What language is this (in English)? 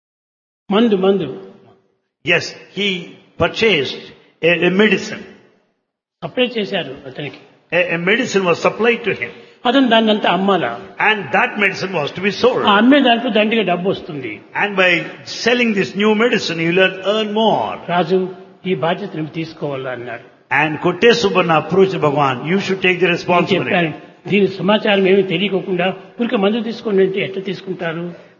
Telugu